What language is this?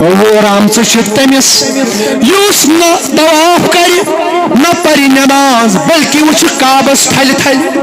Kashmiri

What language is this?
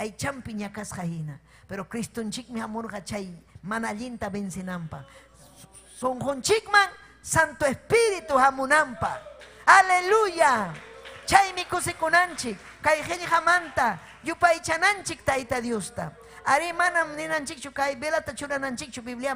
Ayacucho Quechua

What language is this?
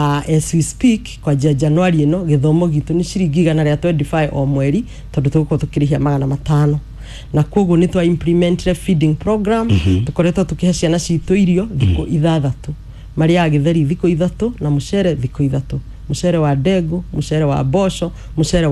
Kikuyu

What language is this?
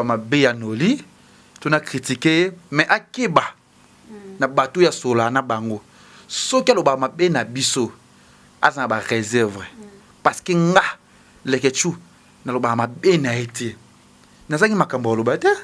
Lingala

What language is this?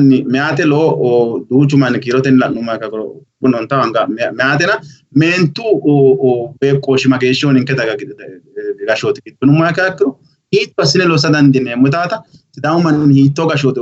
Sidamo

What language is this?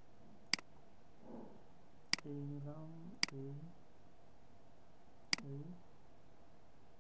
Bangla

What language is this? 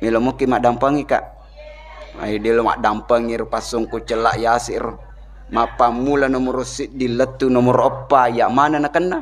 Buginese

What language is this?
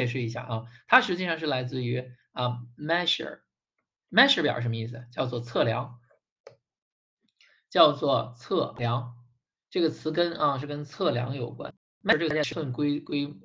Chinese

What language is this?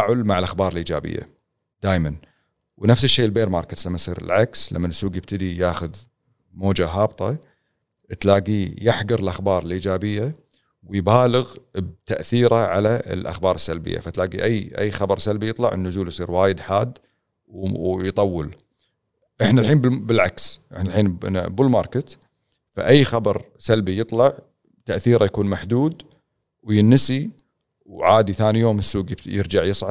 Gulf Arabic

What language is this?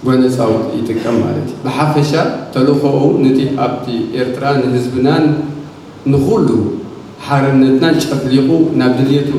Tigrinya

